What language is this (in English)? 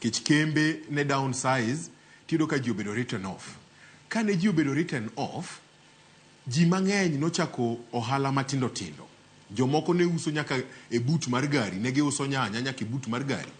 Luo (Kenya and Tanzania)